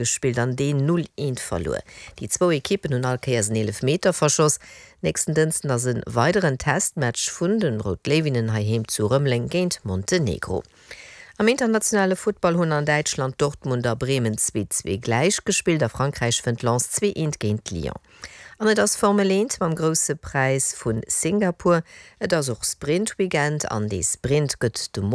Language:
Luxembourgish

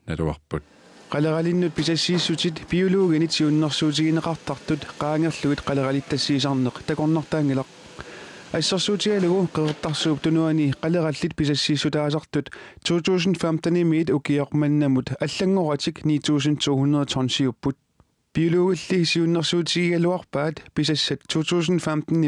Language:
Kalaallisut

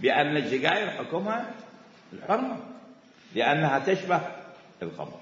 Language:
Mesopotamian Arabic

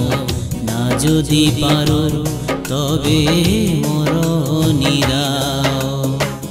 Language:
Bangla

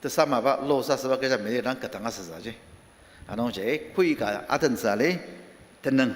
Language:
Ao Naga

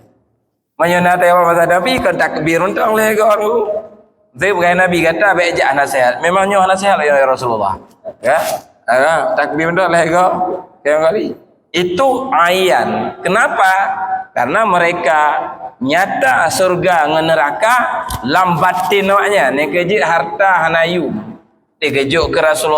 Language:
Achinese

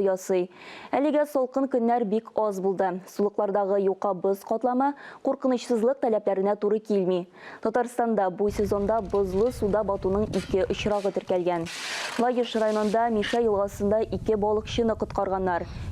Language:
Tatar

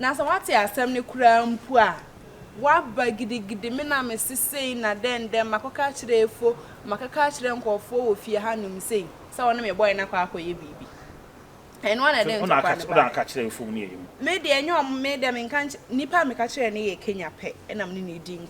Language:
Akan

